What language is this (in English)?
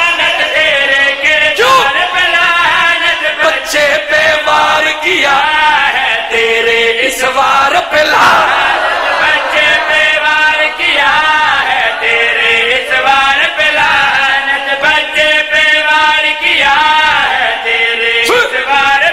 Urdu